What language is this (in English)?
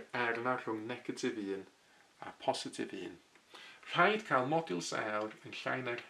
Welsh